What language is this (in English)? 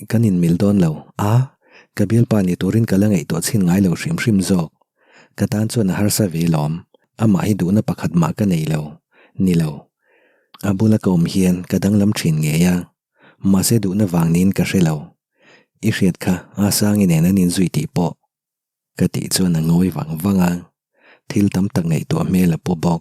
Mizo